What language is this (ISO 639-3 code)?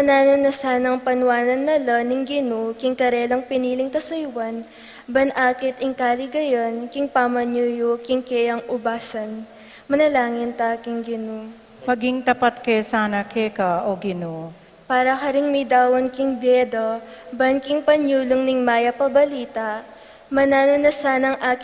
pam